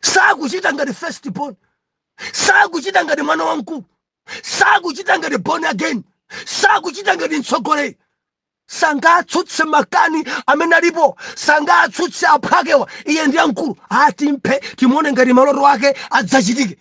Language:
Nyanja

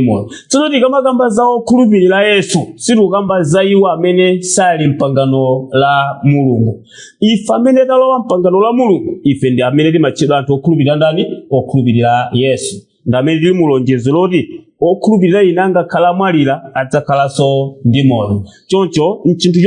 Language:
Nyanja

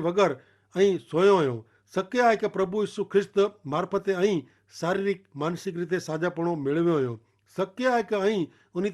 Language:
Kachhi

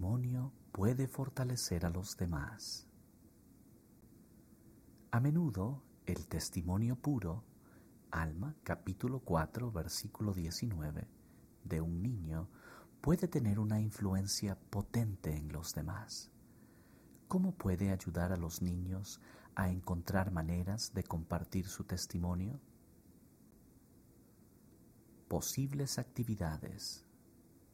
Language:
Spanish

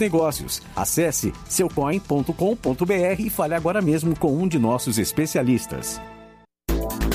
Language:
Portuguese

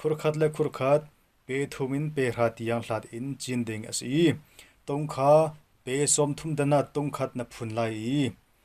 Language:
Hakha Chin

